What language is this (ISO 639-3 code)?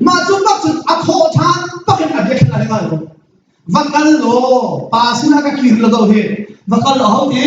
cnh